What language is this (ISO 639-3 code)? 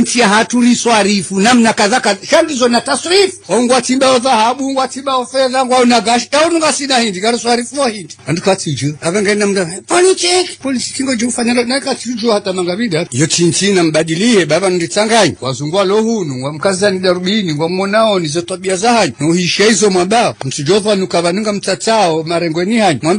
zdj